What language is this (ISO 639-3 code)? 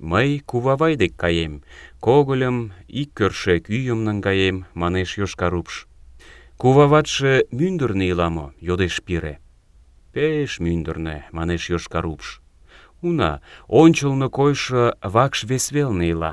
chm